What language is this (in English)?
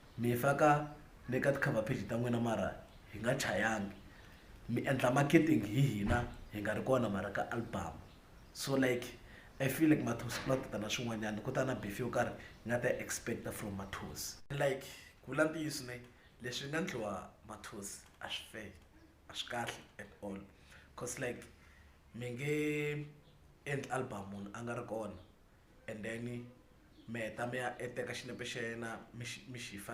Tsonga